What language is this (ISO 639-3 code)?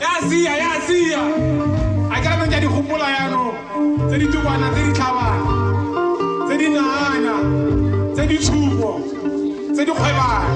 tsn